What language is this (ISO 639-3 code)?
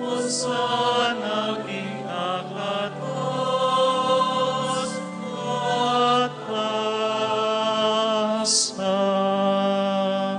pam